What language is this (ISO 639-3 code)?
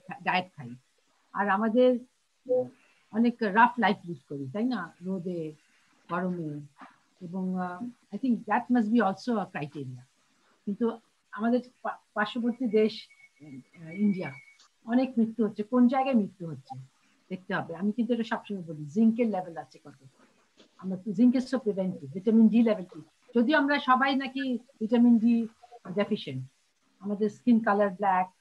ben